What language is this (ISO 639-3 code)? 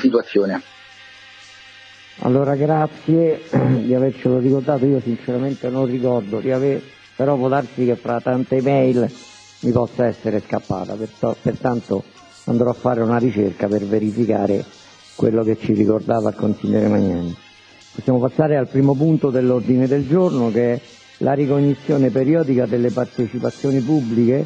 ita